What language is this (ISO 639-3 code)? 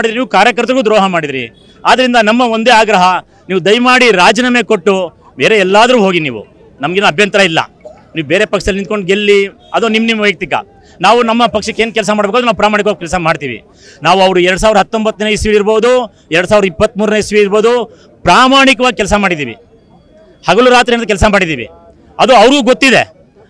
kan